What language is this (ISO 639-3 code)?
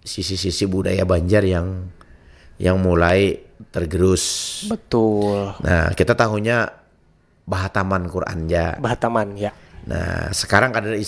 bjn